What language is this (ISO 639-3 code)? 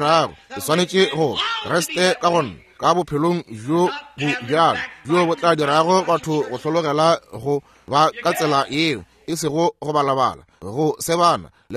nso